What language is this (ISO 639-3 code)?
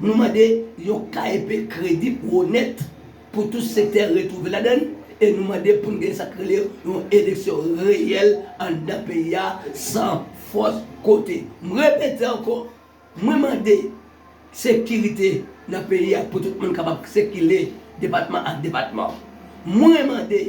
hat